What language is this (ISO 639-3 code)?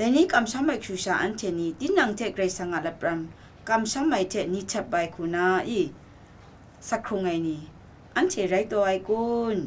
kac